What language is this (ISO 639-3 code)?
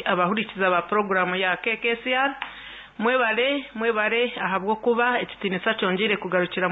nyn